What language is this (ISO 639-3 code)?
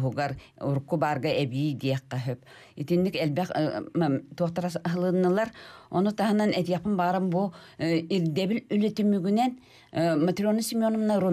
sah